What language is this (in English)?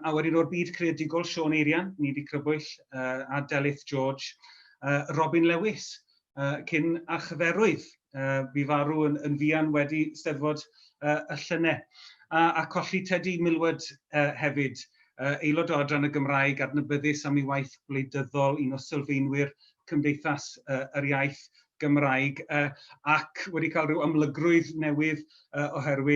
Welsh